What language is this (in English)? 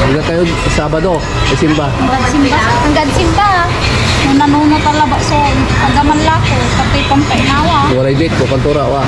Pangasinan